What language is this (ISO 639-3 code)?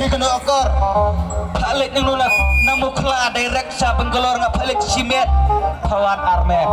kha